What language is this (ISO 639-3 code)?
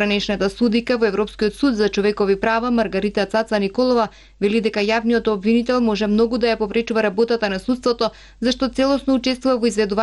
mkd